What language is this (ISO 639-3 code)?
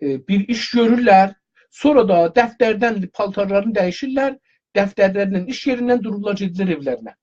azb